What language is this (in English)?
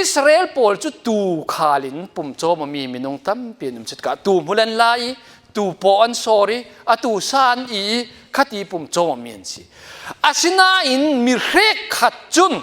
Falam Chin